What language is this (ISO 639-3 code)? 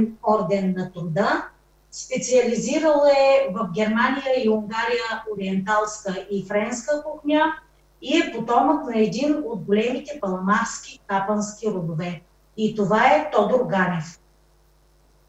bul